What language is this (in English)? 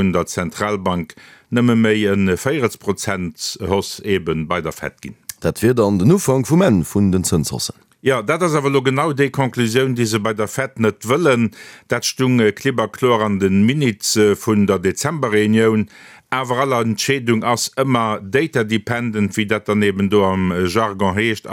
Luxembourgish